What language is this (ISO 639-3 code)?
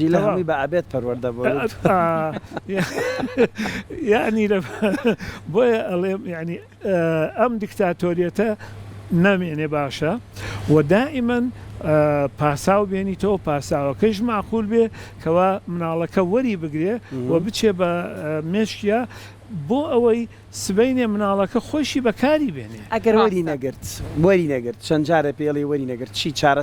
ckb